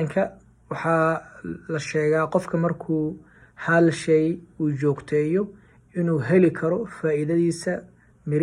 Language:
Somali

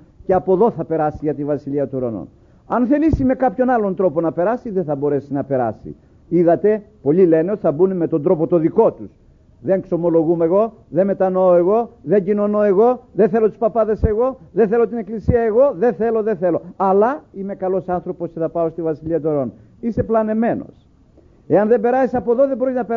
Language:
Greek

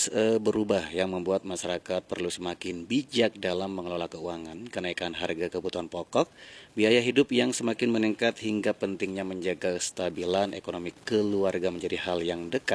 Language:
Indonesian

